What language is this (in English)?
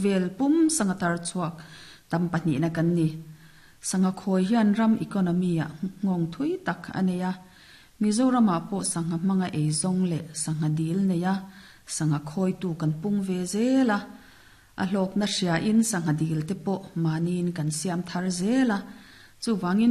Mizo